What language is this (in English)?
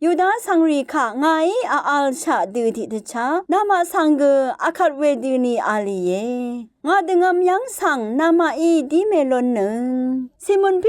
Rawang